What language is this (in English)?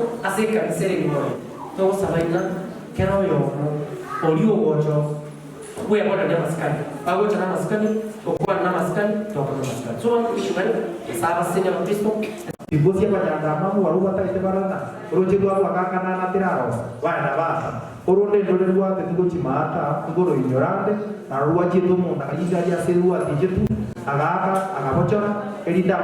Gusii